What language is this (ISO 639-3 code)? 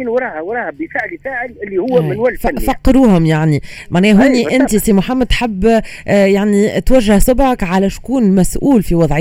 aeb